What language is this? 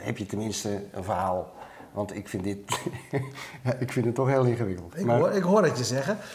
Dutch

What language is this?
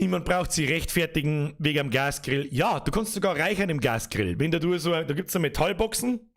Bavarian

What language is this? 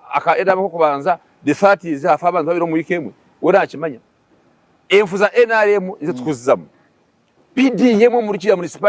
Nyankole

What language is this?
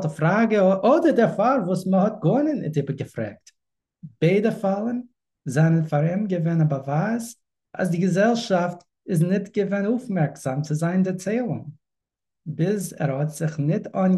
Yiddish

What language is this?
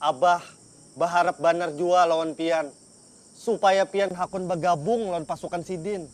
Banjar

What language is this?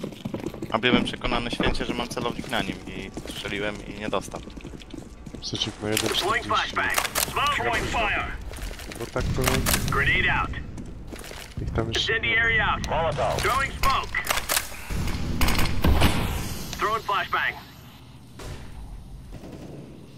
Polish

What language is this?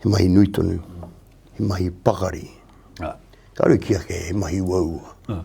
Māori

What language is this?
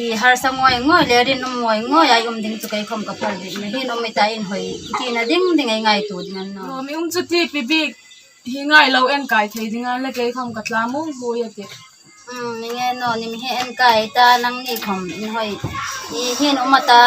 Hmar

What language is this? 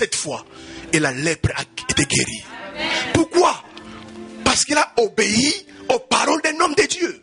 French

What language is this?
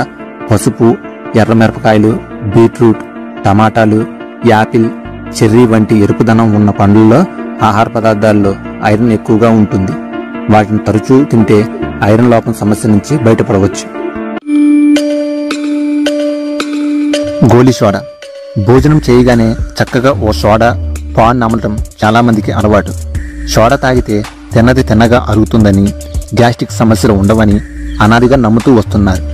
Telugu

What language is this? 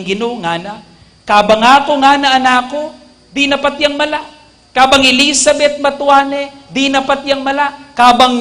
Pampanga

